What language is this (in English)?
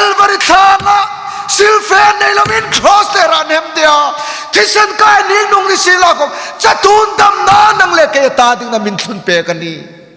Hmar